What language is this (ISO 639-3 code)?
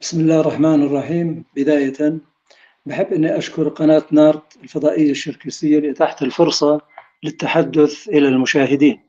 apc